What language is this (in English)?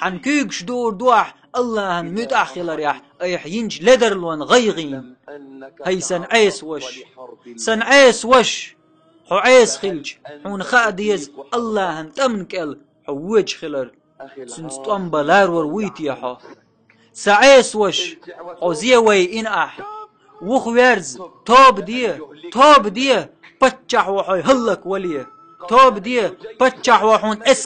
Chechen